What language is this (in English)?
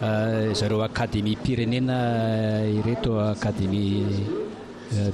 Malagasy